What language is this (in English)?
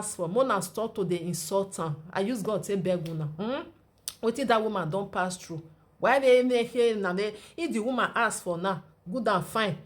Nigerian Pidgin